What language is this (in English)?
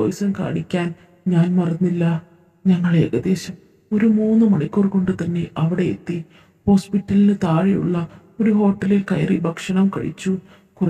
Malayalam